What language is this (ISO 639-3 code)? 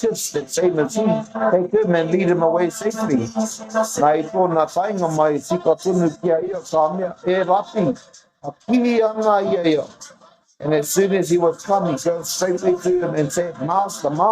mri